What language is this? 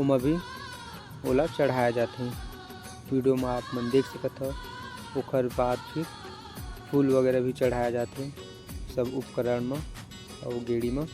Chhattisgarhi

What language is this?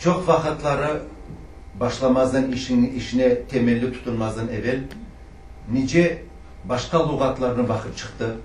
Crimean Tatar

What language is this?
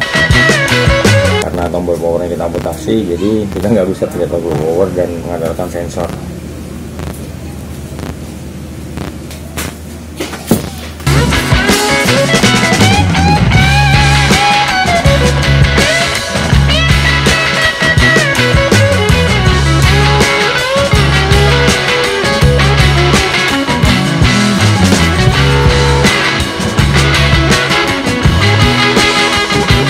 Indonesian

